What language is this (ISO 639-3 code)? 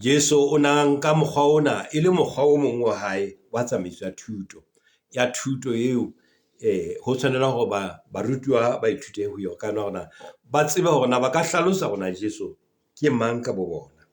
sot